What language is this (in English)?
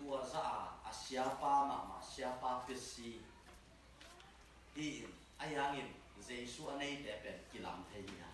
Tedim Chin